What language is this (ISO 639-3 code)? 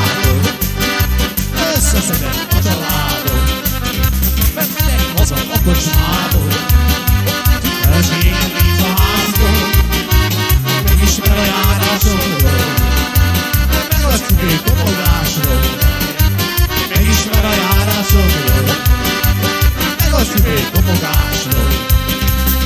hun